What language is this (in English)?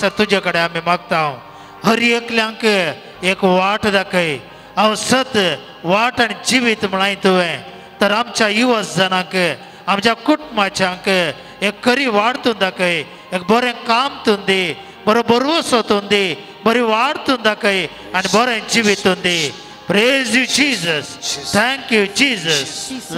Konkani